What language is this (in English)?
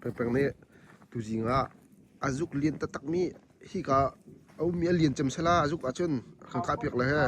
Hakha Chin